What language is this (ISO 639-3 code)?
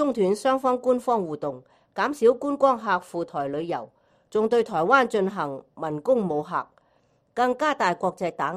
yue